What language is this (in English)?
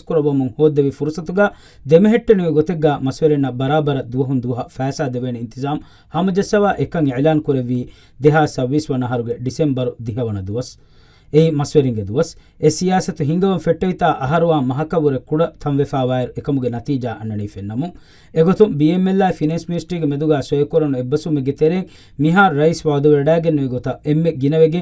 Divehi